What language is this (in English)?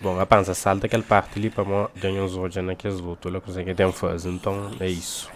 Kabuverdianu